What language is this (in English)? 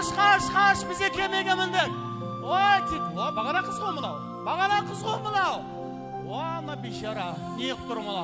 Kara-Kalpak